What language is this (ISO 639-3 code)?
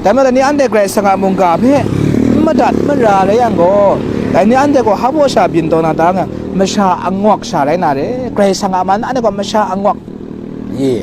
kac